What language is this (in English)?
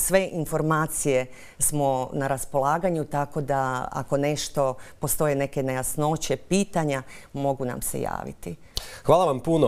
Croatian